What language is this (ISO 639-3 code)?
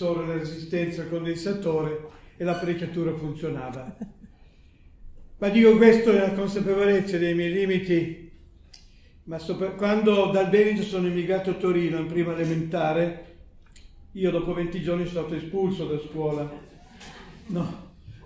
ita